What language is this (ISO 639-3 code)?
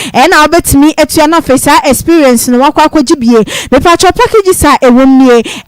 aka